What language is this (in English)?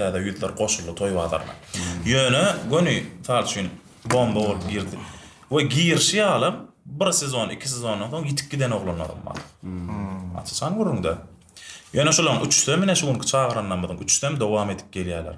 Turkmen